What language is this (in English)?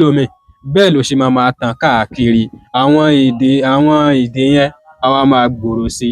Yoruba